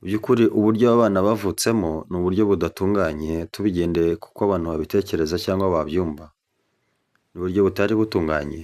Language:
Kinyarwanda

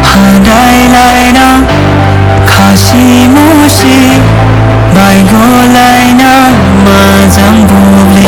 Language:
Dimasa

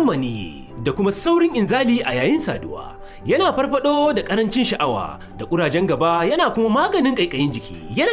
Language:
Hausa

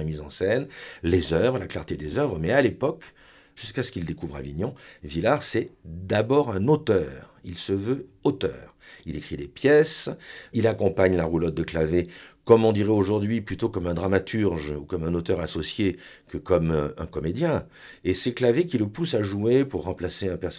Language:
French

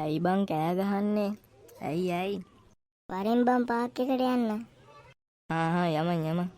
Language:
Sinhala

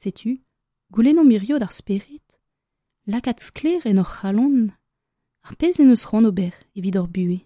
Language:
Breton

